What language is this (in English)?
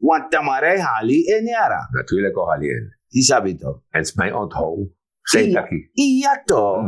Sranan Tongo